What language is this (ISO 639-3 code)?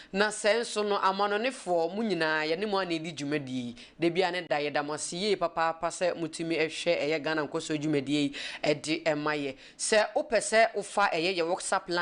aka